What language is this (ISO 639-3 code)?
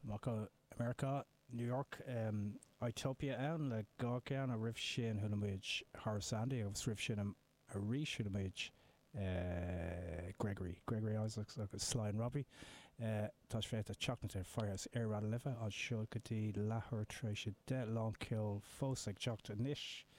gle